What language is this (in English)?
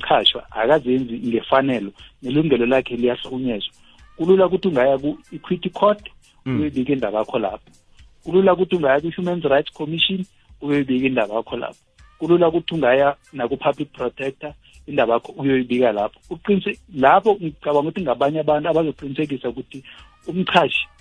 South Ndebele